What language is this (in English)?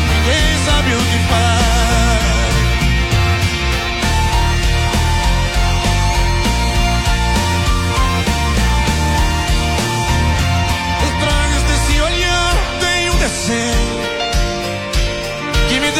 Portuguese